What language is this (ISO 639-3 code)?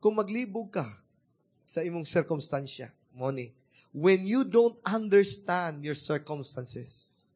ceb